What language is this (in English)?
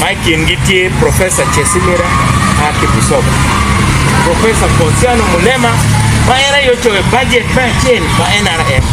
Acoli